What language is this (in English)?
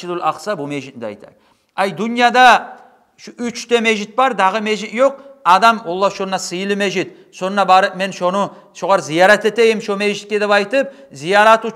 Kumyk